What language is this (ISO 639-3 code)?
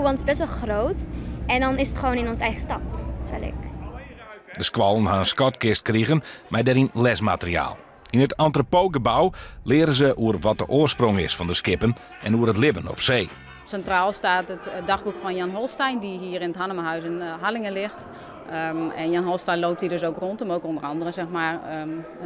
fry